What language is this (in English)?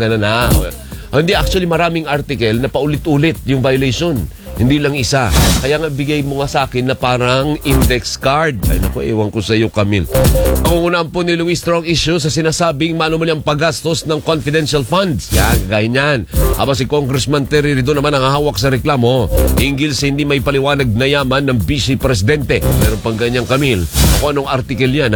Filipino